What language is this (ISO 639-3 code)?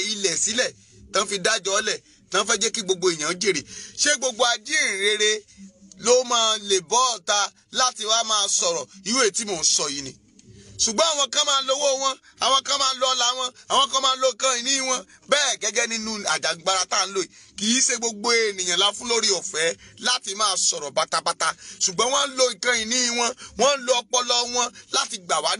yor